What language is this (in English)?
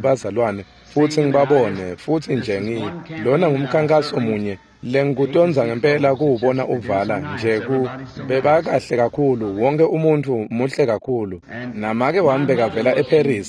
Swati